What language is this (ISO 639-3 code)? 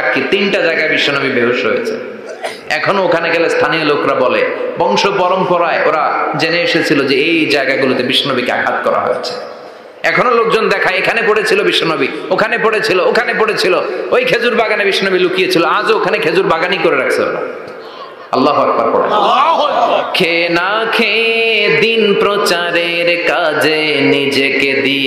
ben